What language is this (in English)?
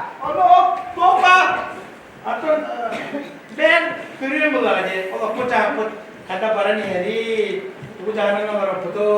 Yakut